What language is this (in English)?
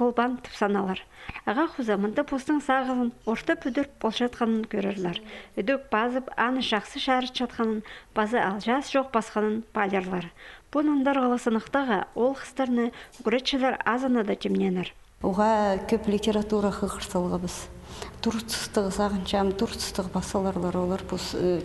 Khakas